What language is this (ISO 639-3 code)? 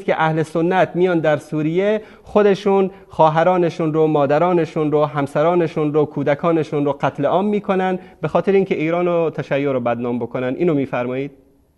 fas